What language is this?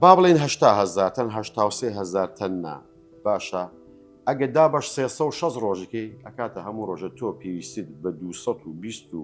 Central Kurdish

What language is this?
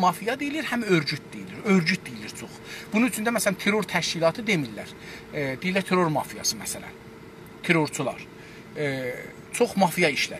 South Azerbaijani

